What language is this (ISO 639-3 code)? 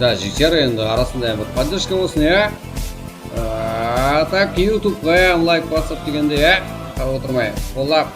kaa